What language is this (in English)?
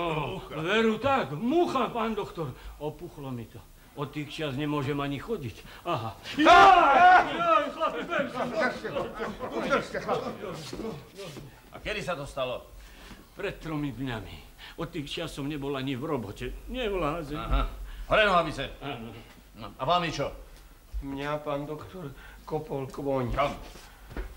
Slovak